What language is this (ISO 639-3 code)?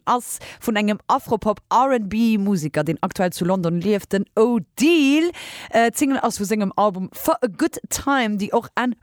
ltz